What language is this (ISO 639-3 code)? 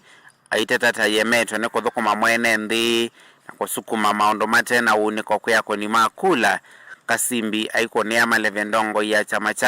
kam